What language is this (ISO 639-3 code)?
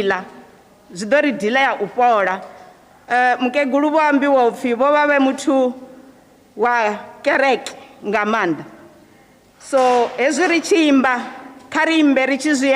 ven